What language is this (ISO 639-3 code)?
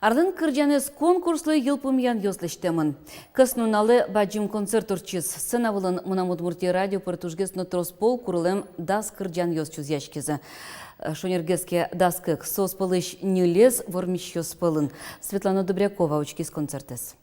udm